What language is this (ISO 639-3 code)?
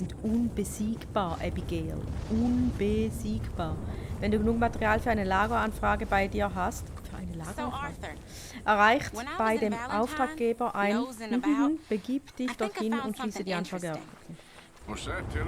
gsw